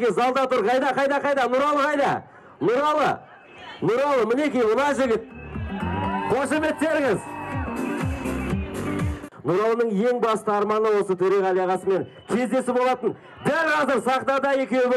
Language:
Kazakh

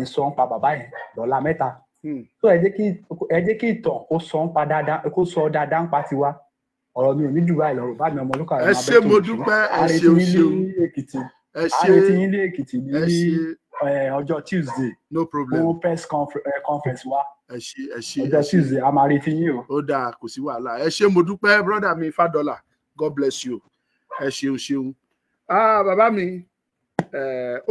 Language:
Yoruba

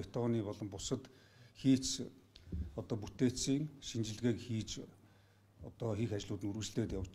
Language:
Mongolian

